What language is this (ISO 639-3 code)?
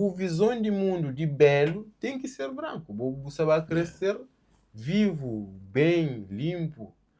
kea